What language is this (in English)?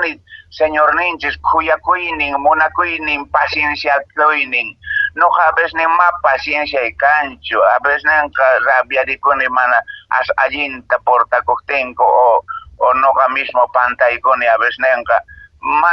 Quechua